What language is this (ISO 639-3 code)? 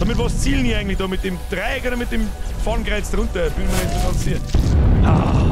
bar